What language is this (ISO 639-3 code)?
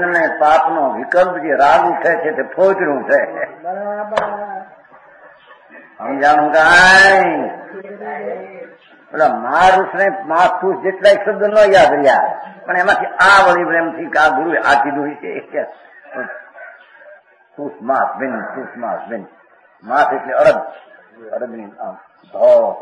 guj